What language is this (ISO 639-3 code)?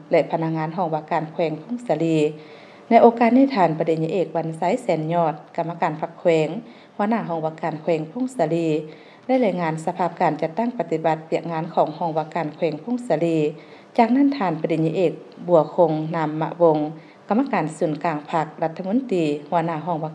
lao